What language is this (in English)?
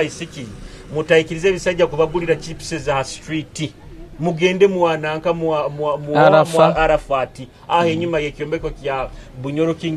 Nyoro